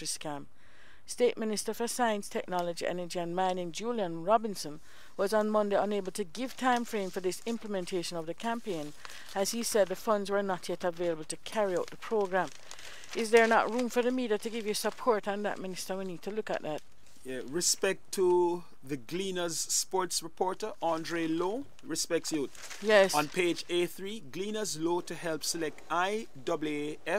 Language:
English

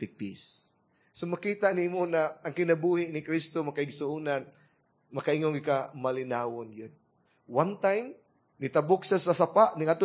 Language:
Cebuano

